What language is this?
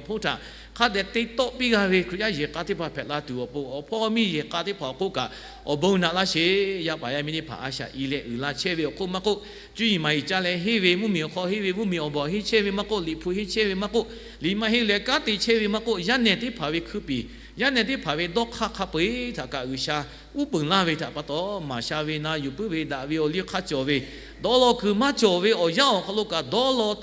Lahu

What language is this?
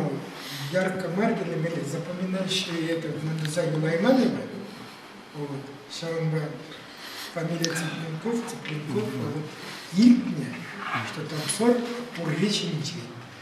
Chuvash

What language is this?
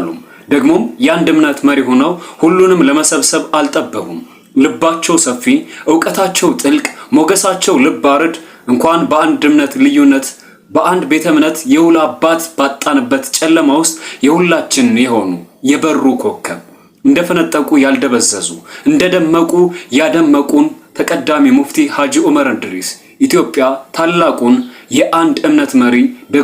Amharic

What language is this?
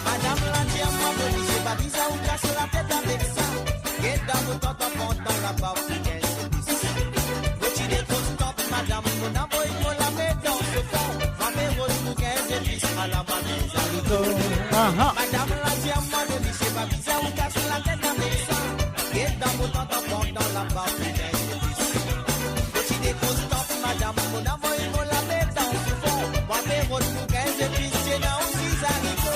Morisyen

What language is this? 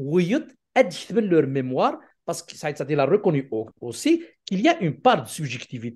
Kabyle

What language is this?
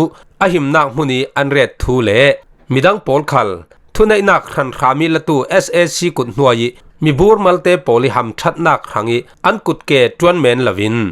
Falam Chin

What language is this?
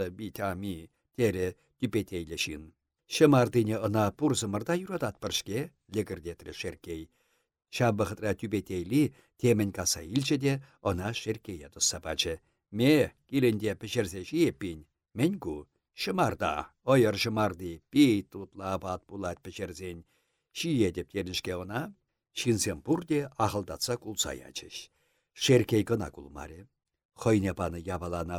Chuvash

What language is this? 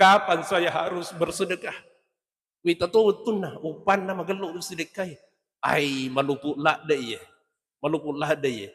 Buginese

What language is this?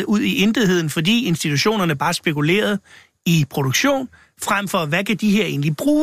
Danish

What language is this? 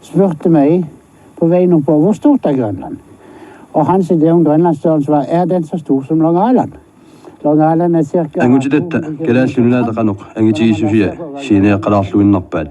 Kalaallisut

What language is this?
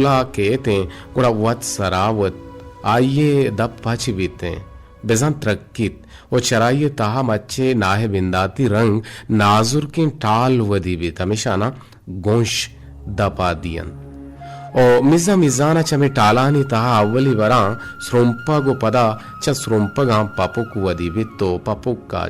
Eastern Balochi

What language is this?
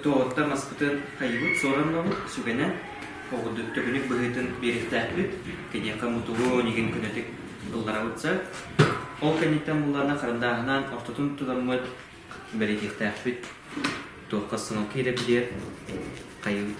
Yakut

